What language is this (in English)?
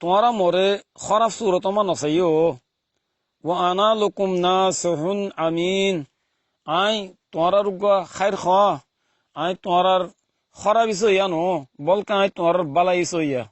Rohingya